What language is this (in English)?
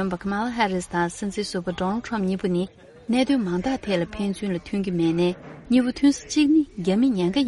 Tibetan